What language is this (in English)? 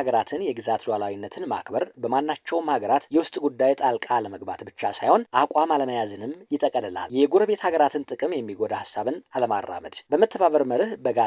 Amharic